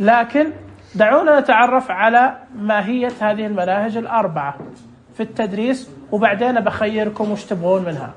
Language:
Najdi Arabic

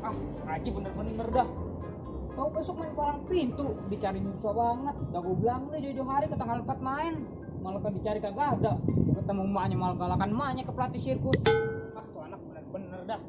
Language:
Betawi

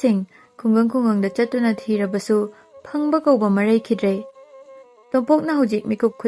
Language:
Manipuri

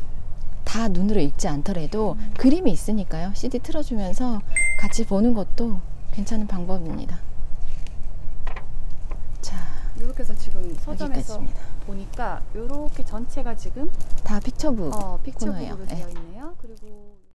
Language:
Korean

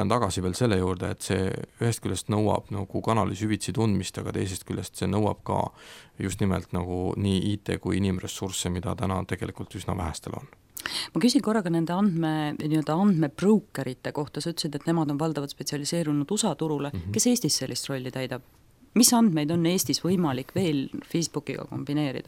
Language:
Estonian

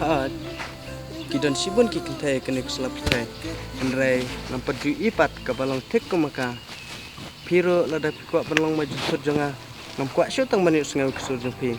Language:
Khasi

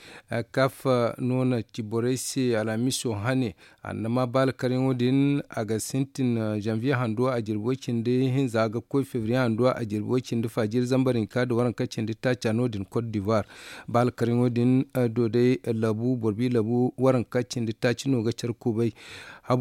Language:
Zarma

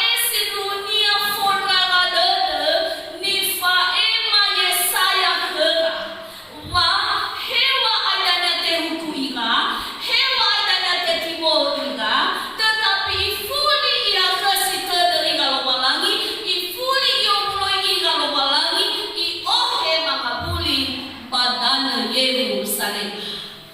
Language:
Nias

